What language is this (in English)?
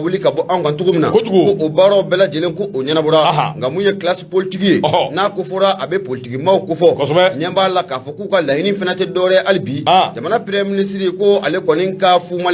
Bambara